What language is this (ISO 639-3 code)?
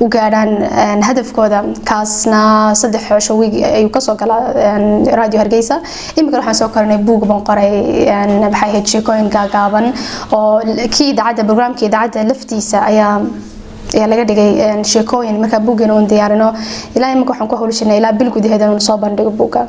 som